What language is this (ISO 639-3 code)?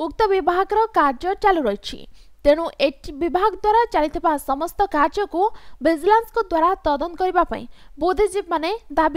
ori